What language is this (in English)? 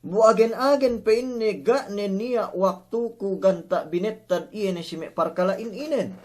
Yakan